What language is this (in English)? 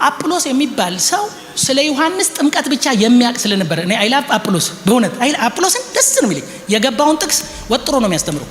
Amharic